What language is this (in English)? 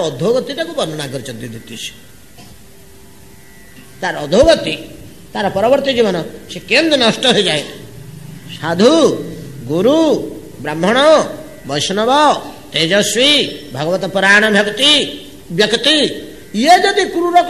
Odia